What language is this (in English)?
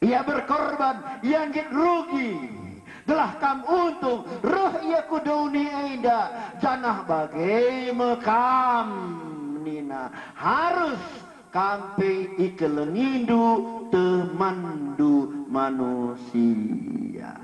Batak Karo